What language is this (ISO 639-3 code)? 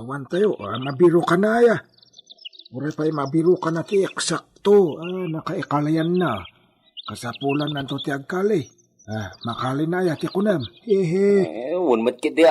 ilo